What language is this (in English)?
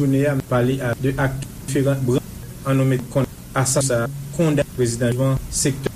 Haitian Creole